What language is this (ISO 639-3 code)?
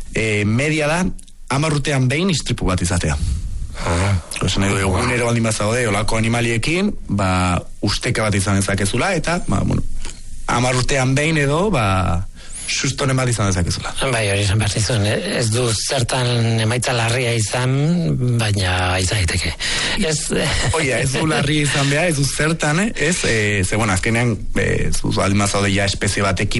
eus